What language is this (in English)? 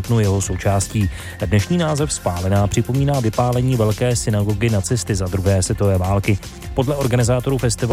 Czech